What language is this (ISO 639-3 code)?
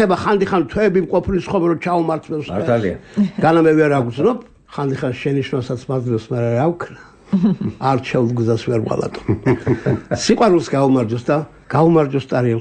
kat